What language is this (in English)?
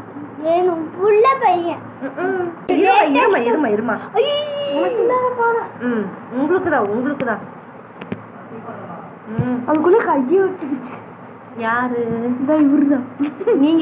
Tamil